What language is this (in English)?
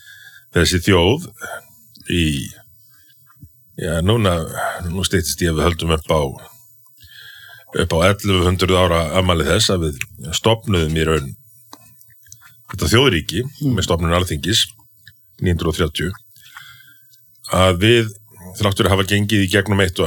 Icelandic